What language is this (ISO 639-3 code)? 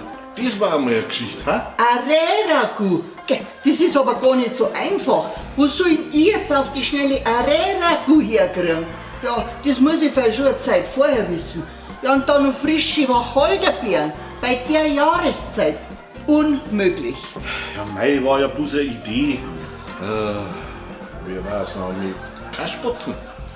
bar